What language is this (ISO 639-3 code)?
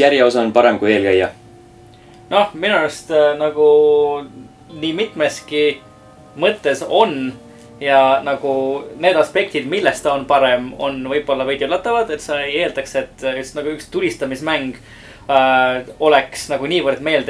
est